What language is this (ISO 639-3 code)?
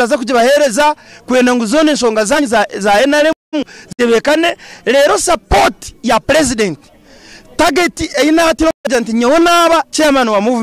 nyn